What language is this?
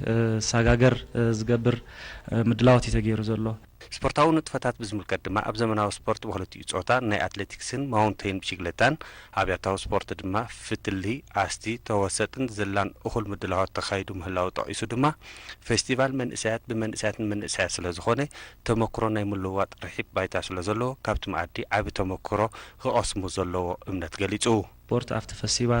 Tigrinya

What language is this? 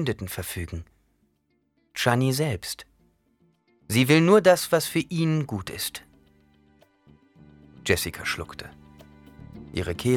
German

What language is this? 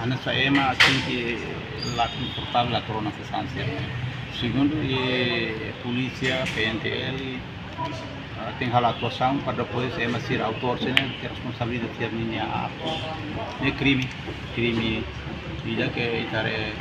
Tetum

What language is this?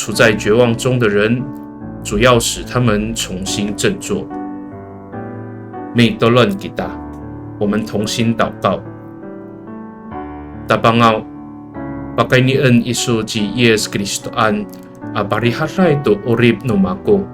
Amis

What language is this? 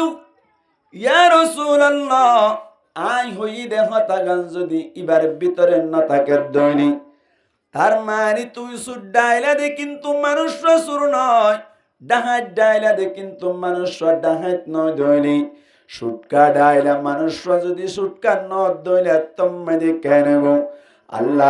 Rohingya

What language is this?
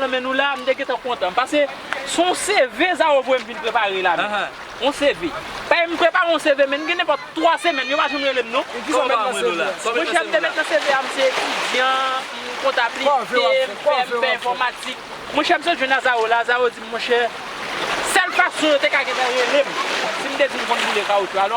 Haitian Creole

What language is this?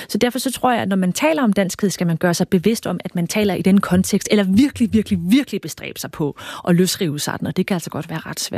Danish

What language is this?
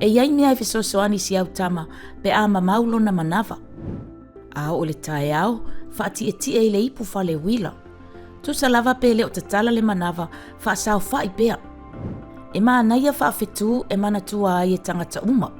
Samoan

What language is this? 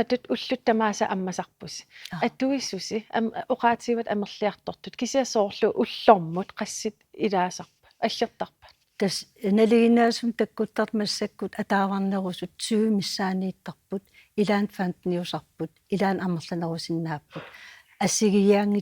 Kalaallisut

